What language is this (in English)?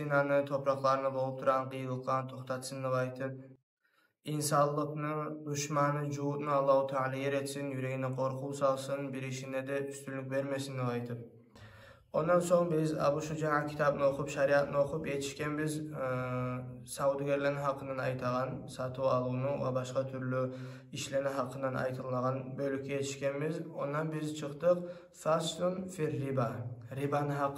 Kumyk